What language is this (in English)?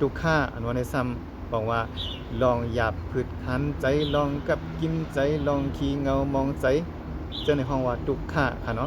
Shan